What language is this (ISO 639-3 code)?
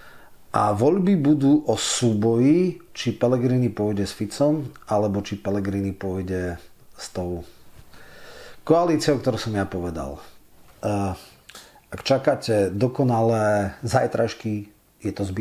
slk